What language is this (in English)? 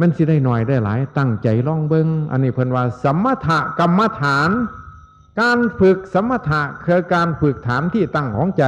Northeastern Thai